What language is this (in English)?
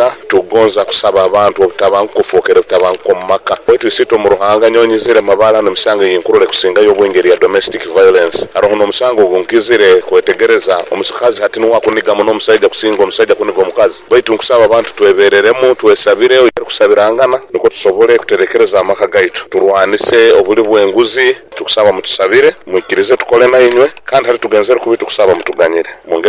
Nyoro